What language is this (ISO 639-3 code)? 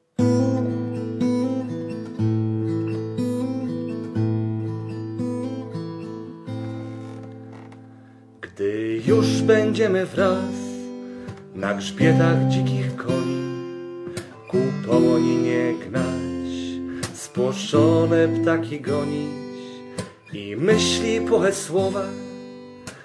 pol